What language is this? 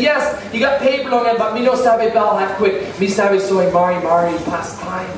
Tok Pisin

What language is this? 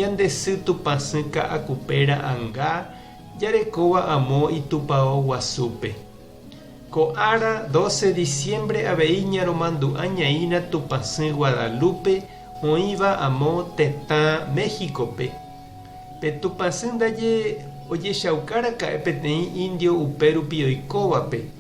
Guarani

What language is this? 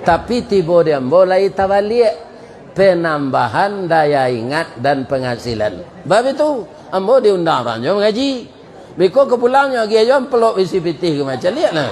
Minangkabau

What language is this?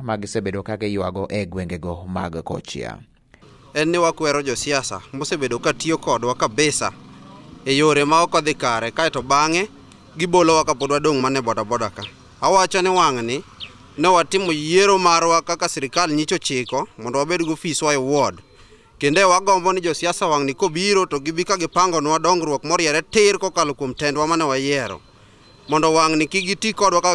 Luo (Kenya and Tanzania)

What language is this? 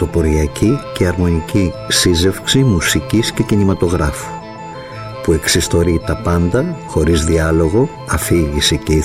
Greek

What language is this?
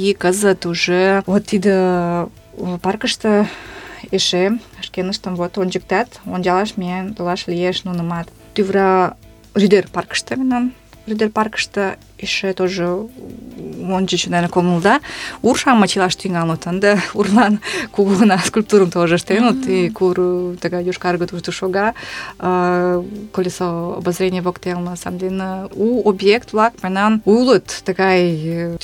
Mari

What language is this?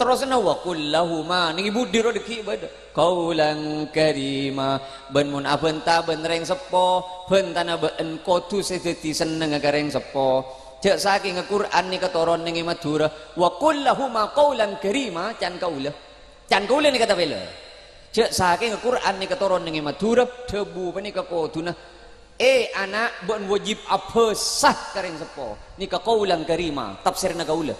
Madurese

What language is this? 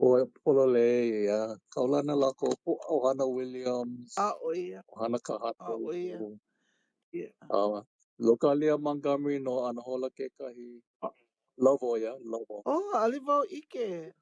Hawaiian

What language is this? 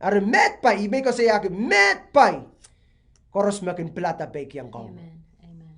Pohnpeian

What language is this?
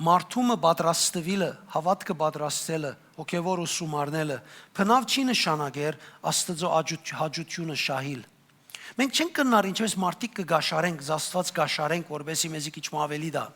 Western Armenian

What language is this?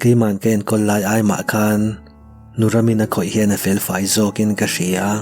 Mizo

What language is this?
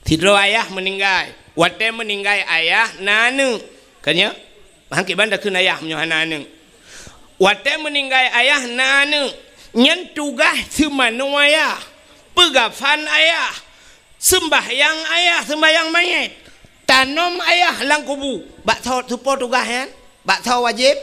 Achinese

